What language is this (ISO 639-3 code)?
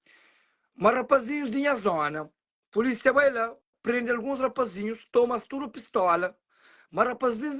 kea